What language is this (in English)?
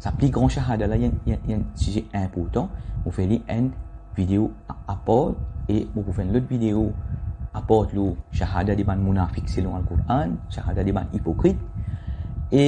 Morisyen